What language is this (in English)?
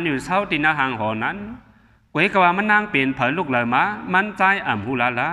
Shan